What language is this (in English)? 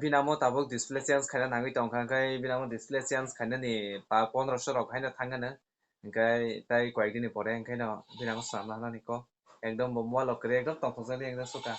Kok Borok